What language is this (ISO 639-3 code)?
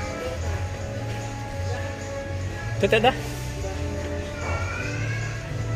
msa